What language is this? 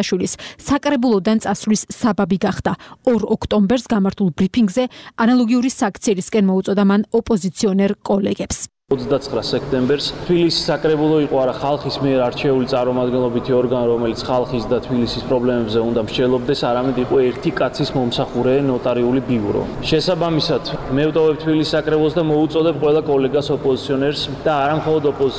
Georgian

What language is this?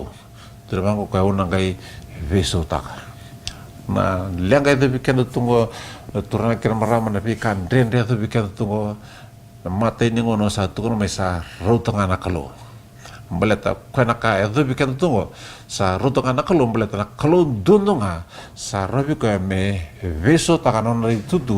Fijian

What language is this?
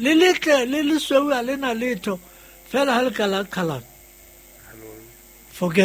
Southern Sotho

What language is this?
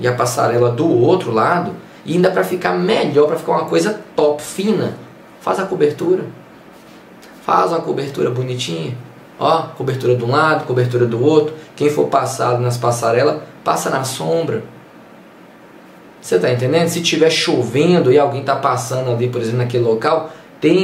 Portuguese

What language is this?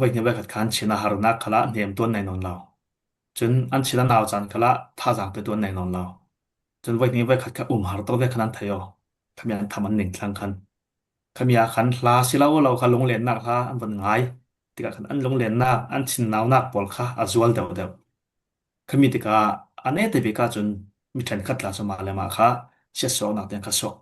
Falam Chin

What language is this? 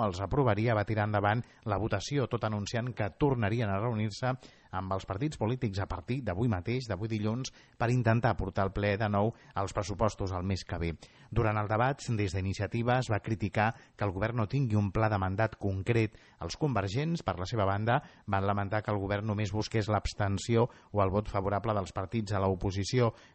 Catalan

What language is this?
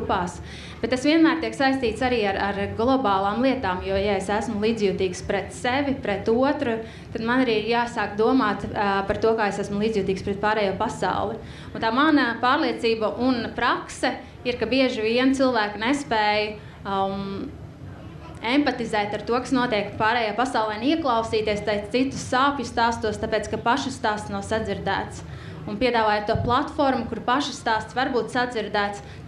Latvian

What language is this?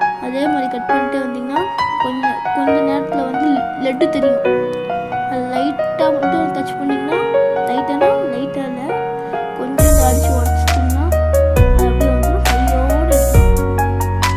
Tamil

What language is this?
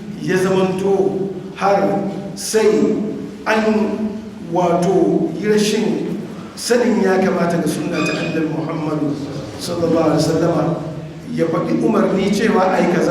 Hausa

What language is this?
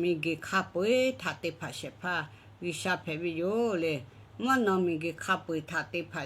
Lahu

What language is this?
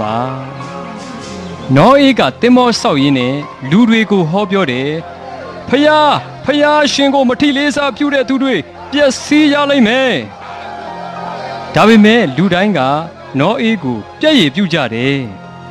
Burmese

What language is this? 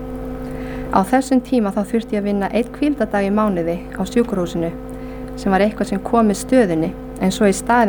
Icelandic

